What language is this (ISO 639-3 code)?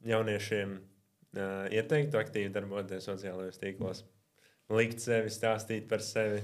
lav